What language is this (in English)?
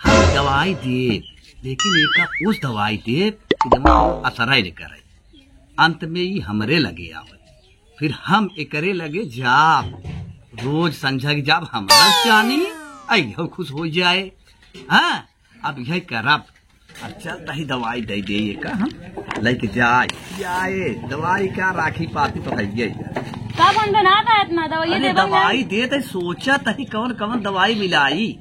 Awadhi